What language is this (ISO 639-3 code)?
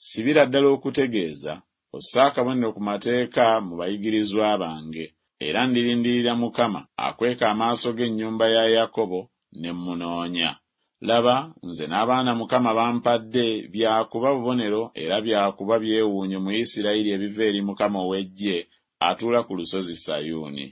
lug